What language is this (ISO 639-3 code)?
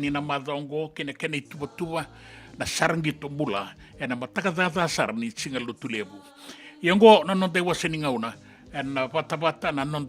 fij